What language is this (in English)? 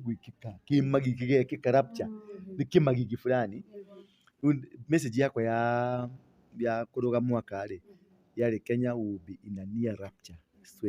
Kikuyu